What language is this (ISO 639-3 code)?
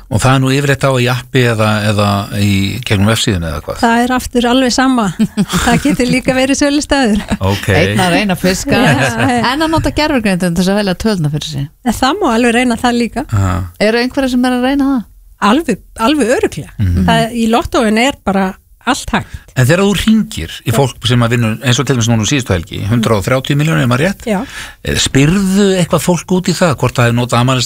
isl